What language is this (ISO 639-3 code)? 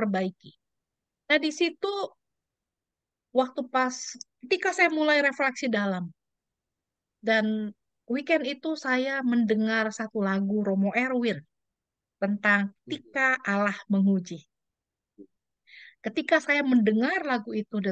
ind